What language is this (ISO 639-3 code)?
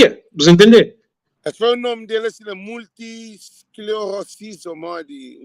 kea